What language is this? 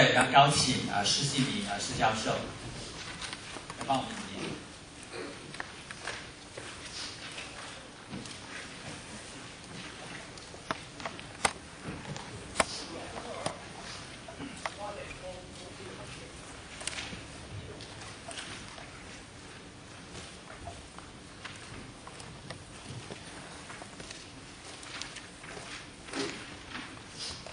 Chinese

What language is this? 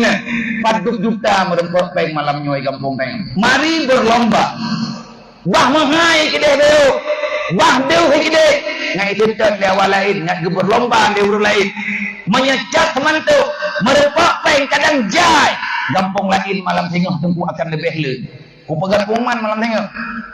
Achinese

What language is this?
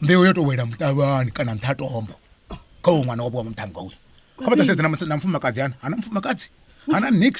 Venda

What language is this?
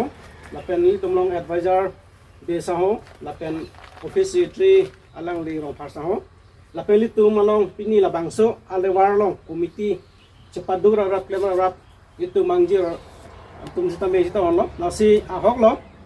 Karbi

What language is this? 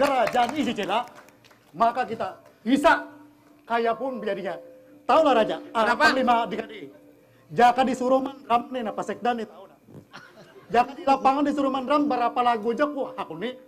Banjar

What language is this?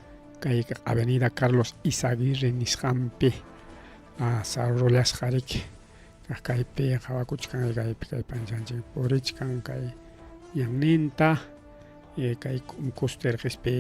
Ayacucho Quechua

